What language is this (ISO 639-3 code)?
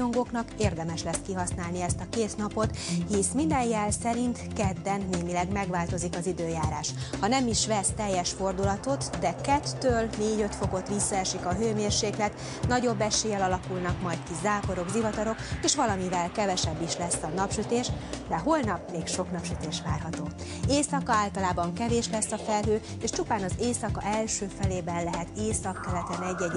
hun